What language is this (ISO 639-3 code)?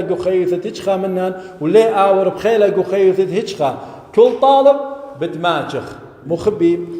aii